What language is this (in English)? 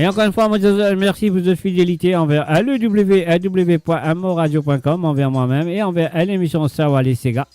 Morisyen